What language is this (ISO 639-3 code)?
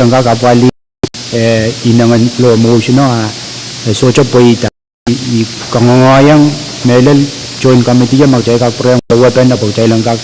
pon